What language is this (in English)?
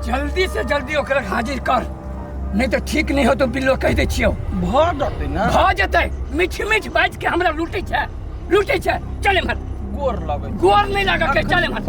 Maithili